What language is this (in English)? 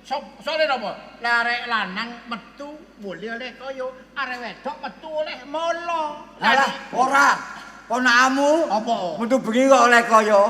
Javanese